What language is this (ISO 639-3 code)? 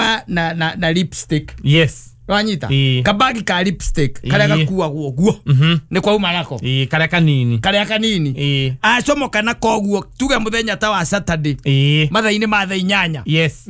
kik